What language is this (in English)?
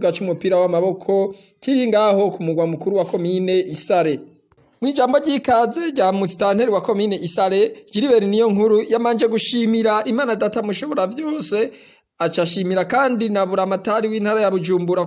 Rundi